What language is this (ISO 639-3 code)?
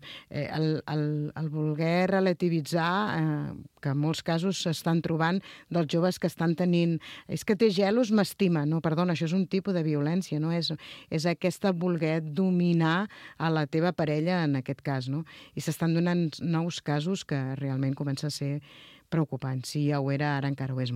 cat